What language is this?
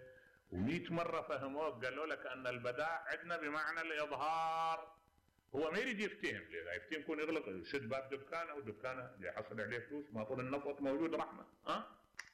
Mesopotamian Arabic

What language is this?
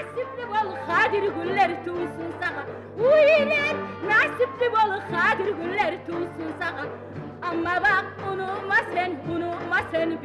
Kumyk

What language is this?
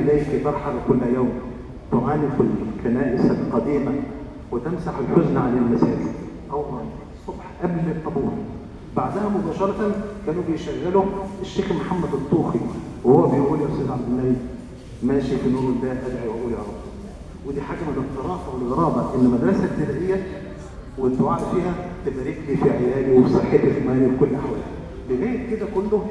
Egyptian Arabic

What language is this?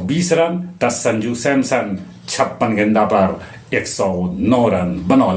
Magahi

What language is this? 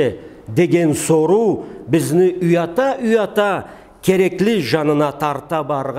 Karachay-Balkar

